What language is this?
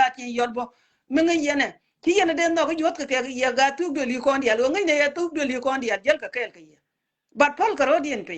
Nuer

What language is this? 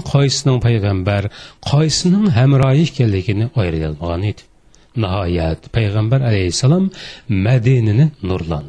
Uyghur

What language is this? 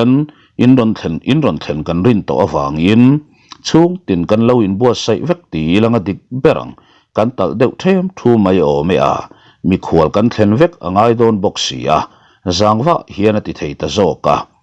Mizo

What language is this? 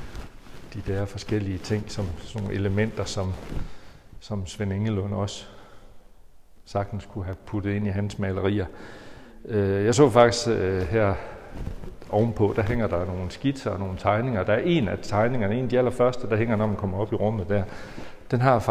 Danish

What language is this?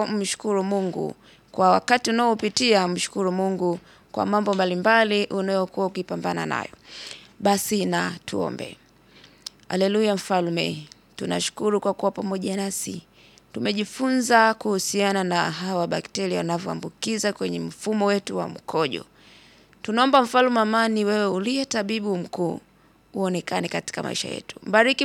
Swahili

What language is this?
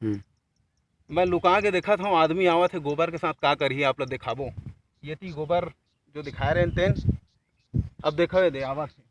Chhattisgarhi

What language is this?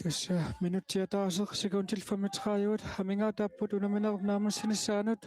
Kalaallisut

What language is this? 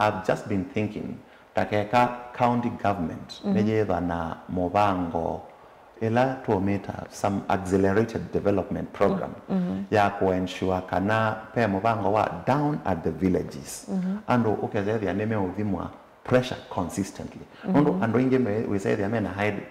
Kamba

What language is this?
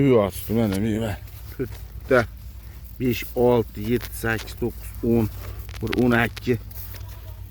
Uzbek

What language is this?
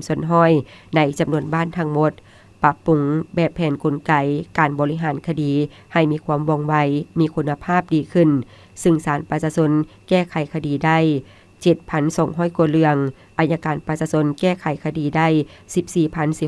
Lao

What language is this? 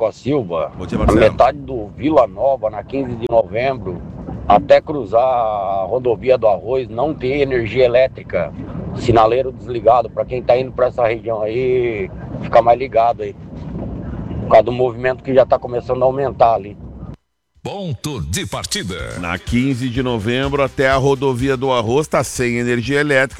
Portuguese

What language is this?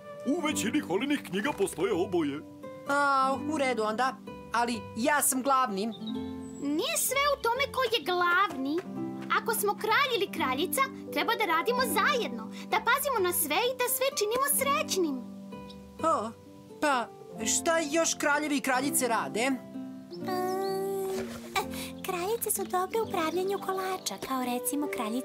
Serbian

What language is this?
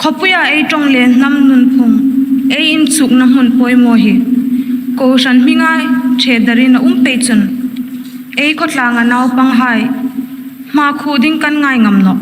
Hmar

